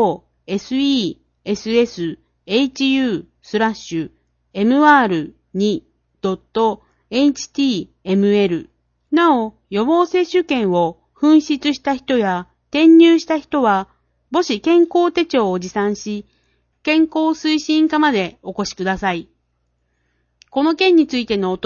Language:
Japanese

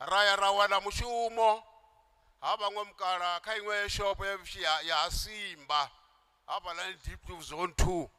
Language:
Venda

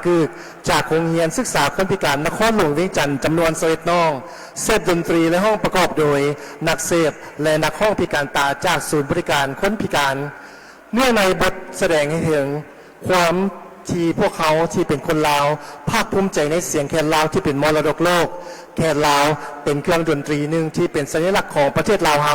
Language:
Lao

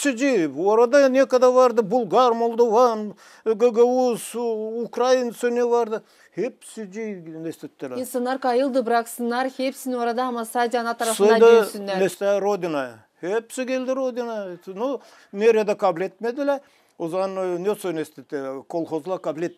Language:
Gagauz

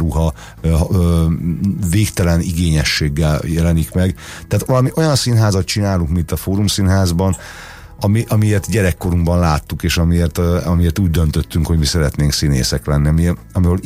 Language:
Hungarian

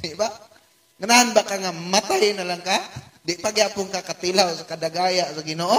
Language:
Cebuano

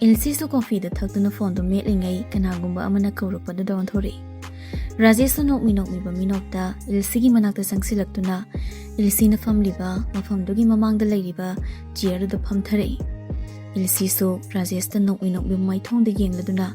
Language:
Manipuri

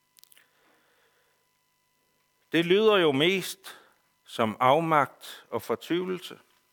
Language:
Danish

